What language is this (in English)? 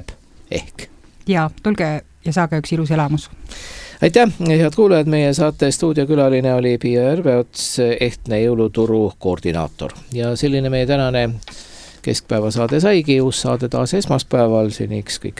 Estonian